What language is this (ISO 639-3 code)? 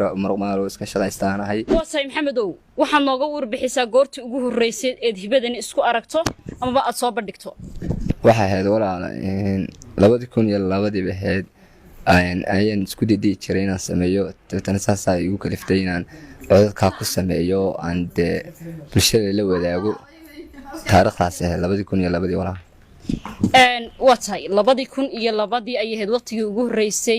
som